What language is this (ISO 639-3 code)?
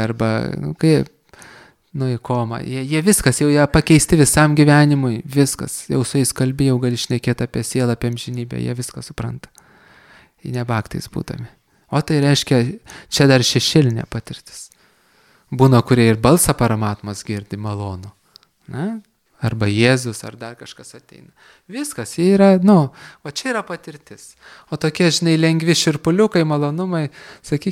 lit